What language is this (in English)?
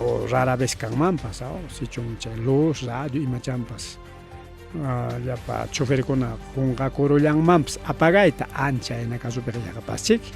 Ayacucho Quechua